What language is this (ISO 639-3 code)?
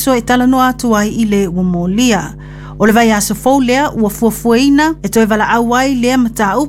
smo